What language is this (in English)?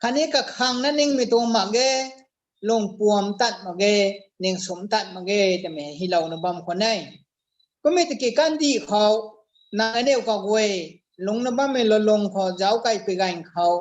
Rongmei Naga